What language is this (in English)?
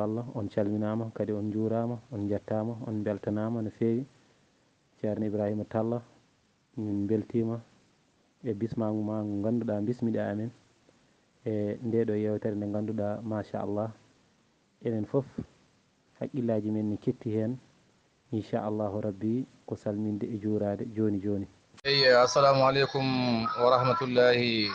Fula